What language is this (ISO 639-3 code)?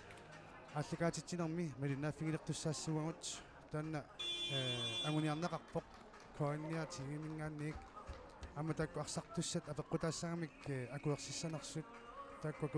kal